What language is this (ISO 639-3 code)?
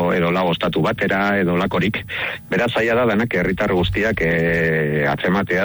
eus